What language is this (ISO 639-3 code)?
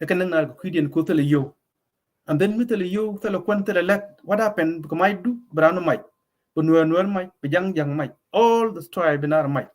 nus